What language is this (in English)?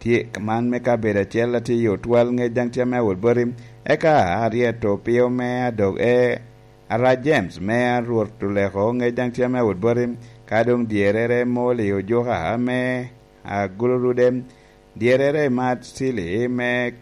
Lango (Uganda)